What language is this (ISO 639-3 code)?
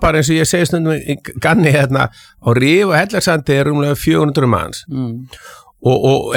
isl